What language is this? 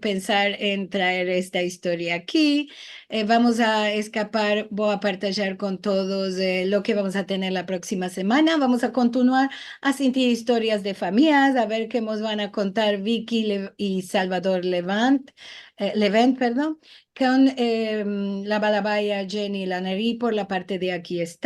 Ladino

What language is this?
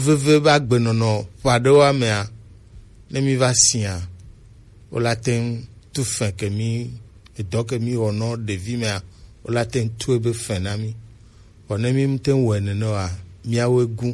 Gen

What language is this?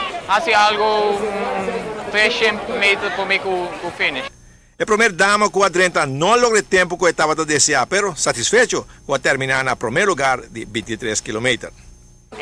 Papiamento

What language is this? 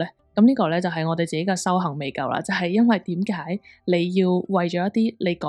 Cantonese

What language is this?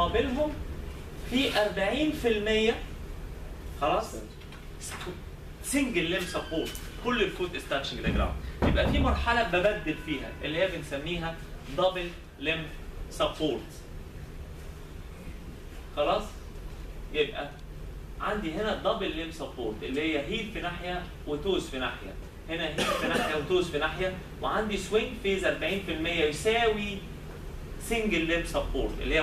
Egyptian Arabic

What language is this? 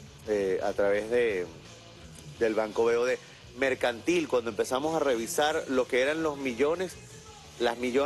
Spanish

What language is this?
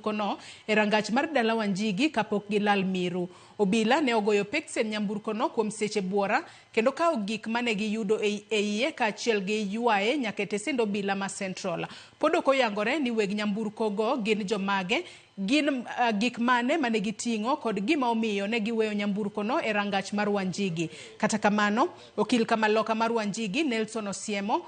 Luo (Kenya and Tanzania)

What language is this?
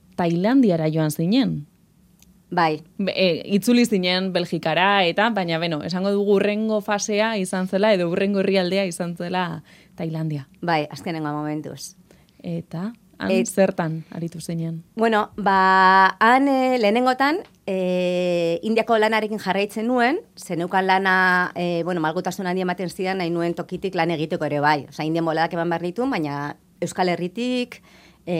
Basque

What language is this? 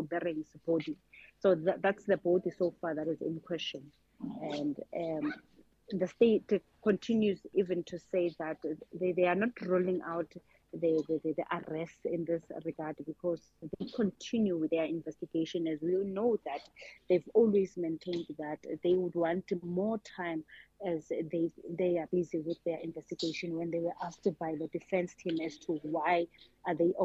English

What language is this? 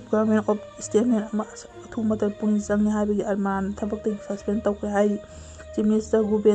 Manipuri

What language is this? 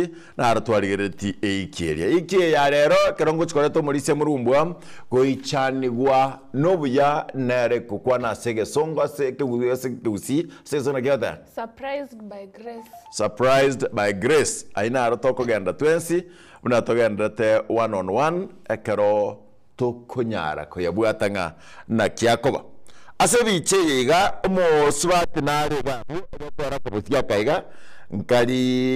Gusii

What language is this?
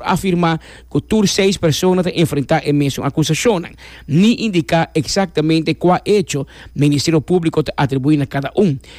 Papiamento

